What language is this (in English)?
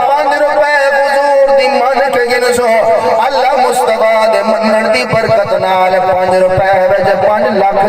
Saraiki